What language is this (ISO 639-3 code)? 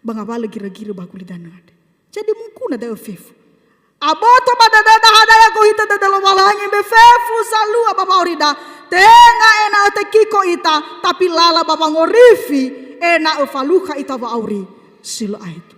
nia